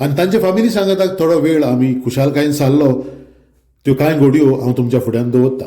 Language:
Konkani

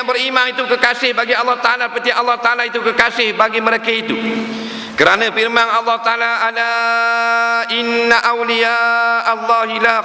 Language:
Malay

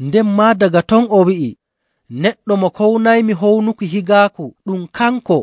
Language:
Nigerian Fulfulde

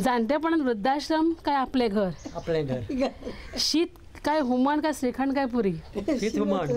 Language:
Konkani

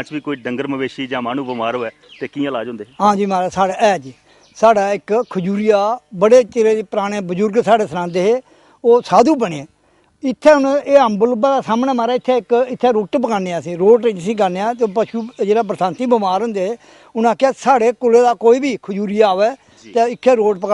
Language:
Dogri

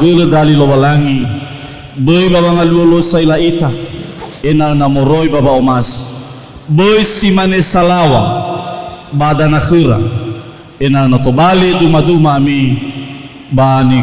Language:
Nias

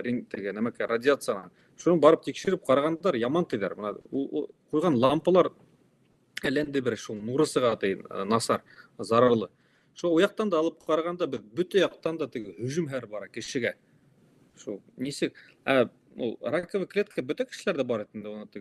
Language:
Bashkir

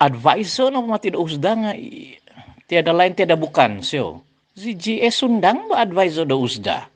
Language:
Central Dusun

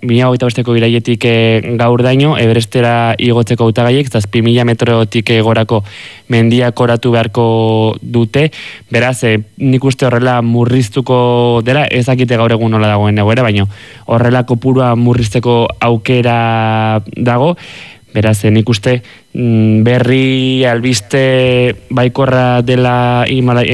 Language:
Basque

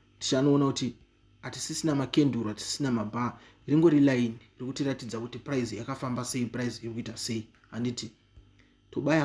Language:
Shona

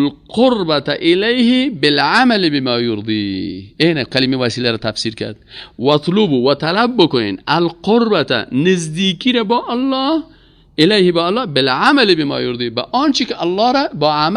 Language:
Persian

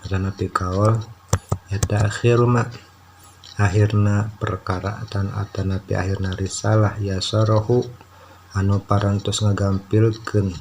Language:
Sundanese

